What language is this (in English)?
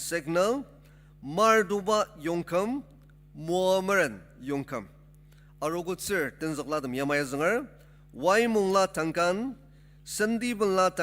Ao Naga